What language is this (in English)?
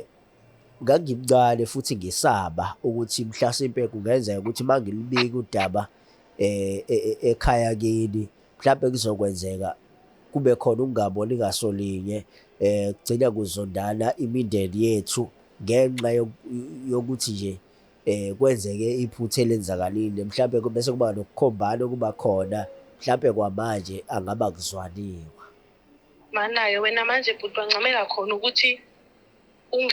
Zulu